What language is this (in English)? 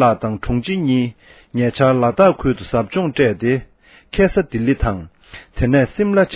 Tibetan